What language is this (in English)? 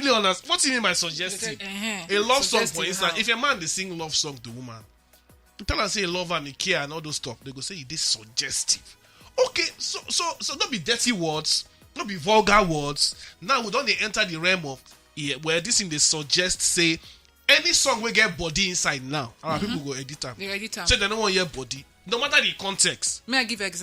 Nigerian Pidgin